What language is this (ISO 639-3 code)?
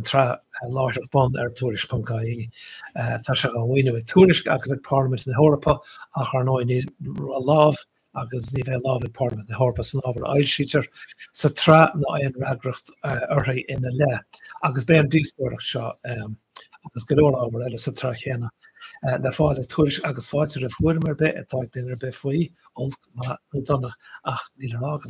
gle